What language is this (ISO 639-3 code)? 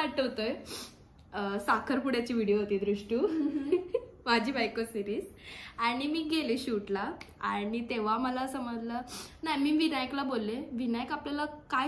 mar